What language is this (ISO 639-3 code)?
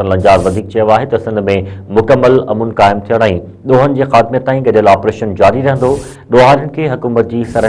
snd